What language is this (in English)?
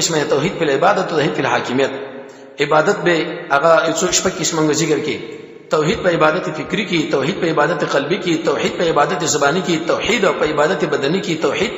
Pashto